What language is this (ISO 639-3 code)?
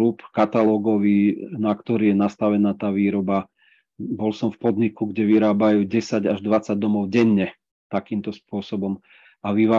slk